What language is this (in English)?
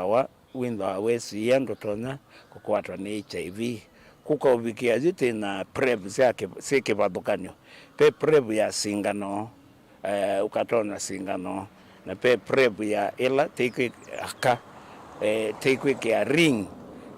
Kamba